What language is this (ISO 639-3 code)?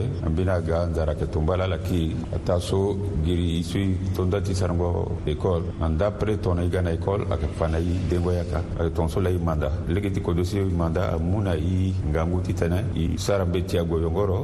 sag